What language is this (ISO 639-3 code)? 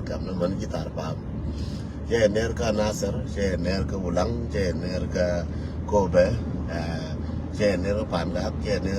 nus